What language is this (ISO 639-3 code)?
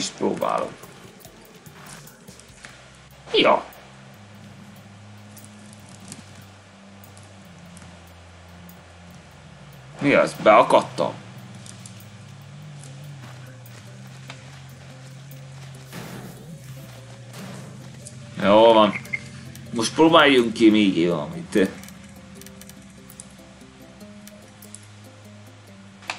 hun